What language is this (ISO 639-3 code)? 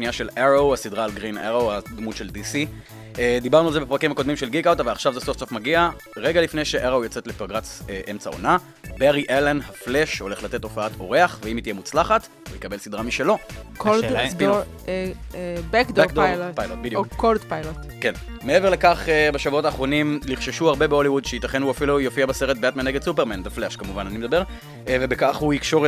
heb